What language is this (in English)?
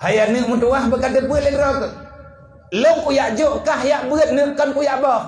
Achinese